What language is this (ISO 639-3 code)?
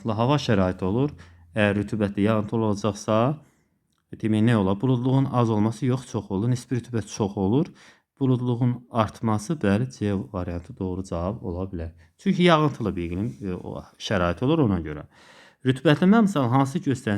aze